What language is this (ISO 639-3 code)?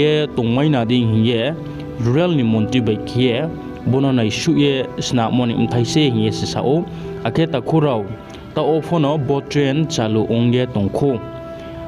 ria